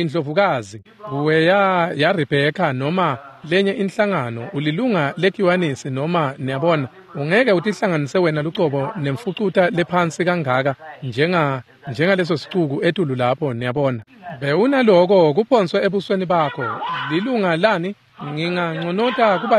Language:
Swati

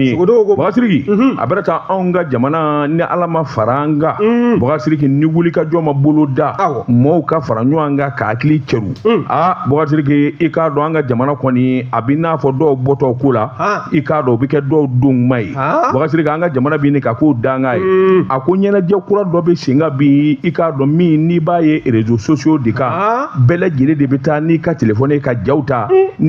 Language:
Bambara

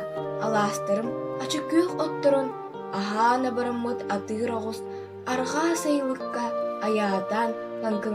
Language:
Yakut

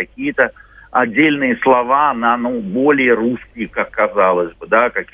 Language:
Russian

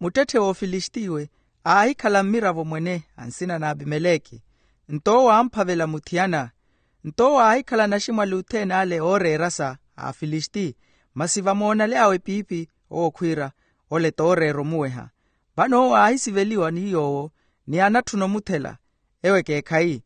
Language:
Makhuwa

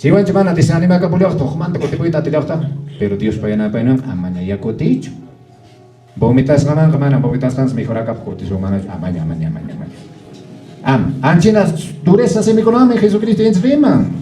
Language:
Quechua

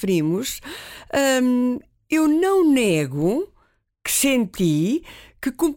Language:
Portuguese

